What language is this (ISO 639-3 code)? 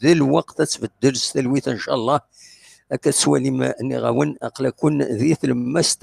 kab